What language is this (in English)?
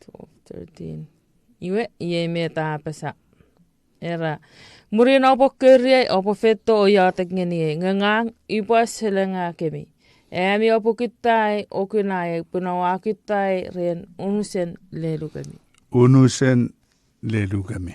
Chuukese